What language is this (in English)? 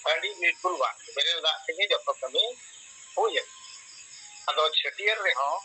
Santali